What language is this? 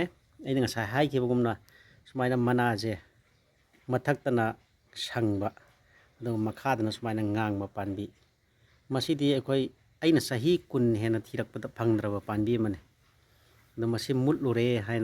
Manipuri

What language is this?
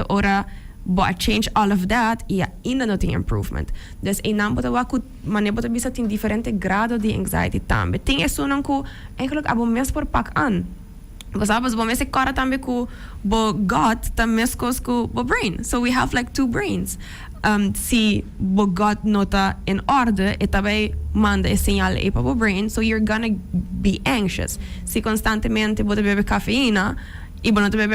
Papiamento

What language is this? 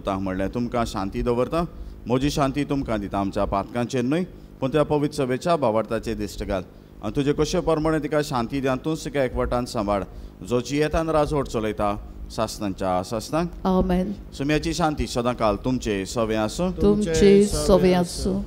Konkani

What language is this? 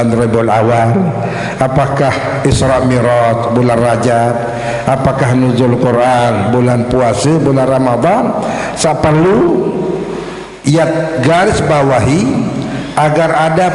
Sasak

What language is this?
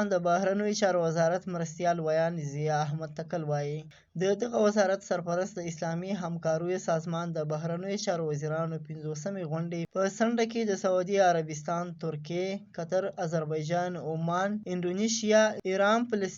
Pashto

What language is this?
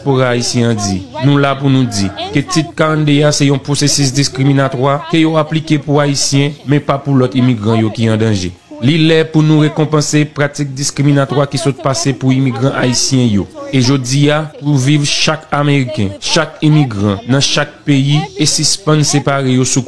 Haitian Creole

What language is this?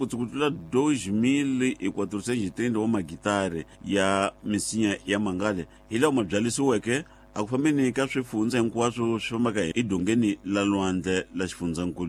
Tsonga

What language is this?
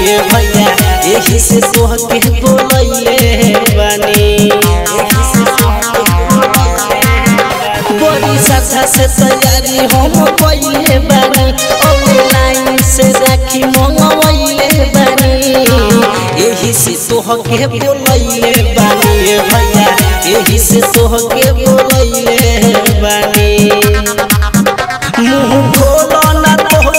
Bhojpuri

